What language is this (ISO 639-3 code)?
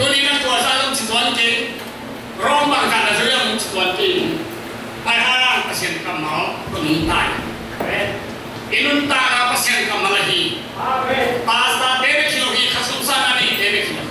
ctd